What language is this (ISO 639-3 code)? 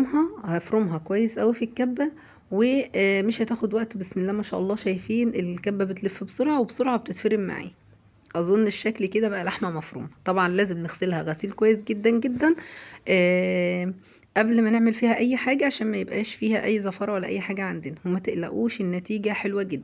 arz